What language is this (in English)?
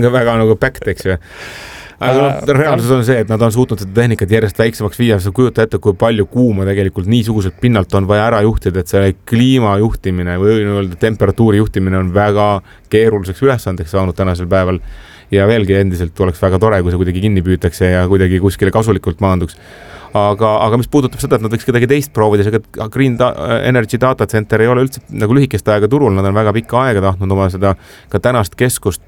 Estonian